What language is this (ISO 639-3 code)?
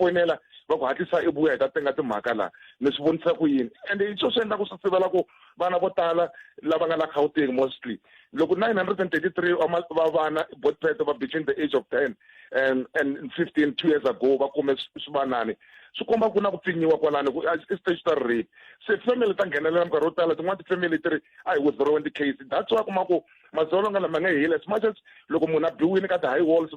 tso